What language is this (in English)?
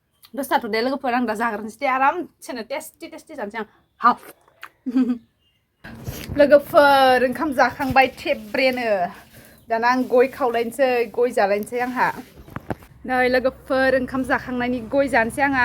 Bodo